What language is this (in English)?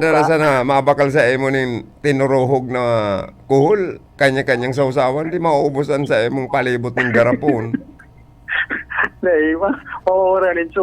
Bikol